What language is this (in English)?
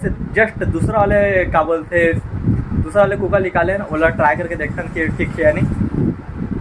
Chhattisgarhi